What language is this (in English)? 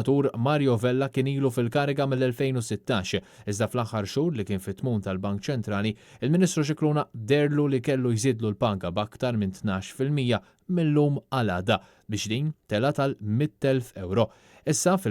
Maltese